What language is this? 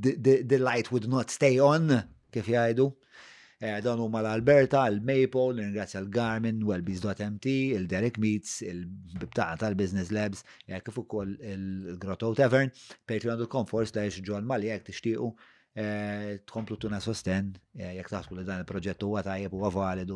Maltese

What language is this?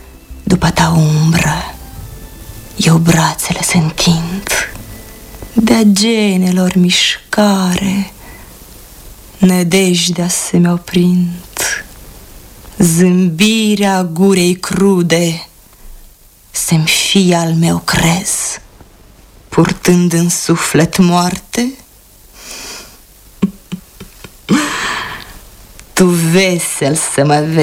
Romanian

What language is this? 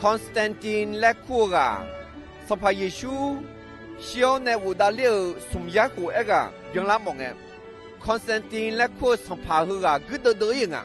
Akha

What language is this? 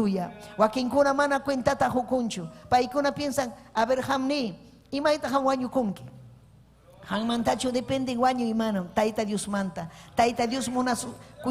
Ayacucho Quechua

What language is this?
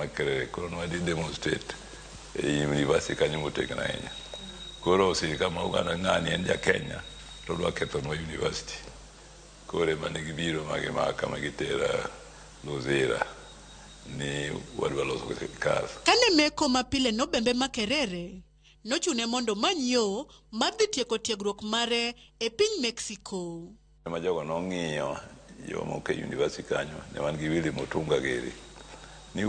Luo (Kenya and Tanzania)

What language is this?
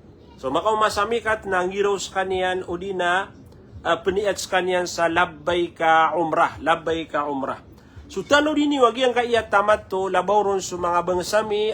Maranao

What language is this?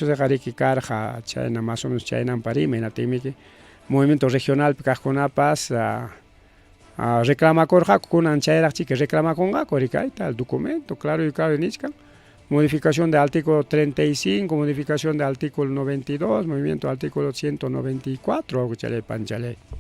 Ayacucho Quechua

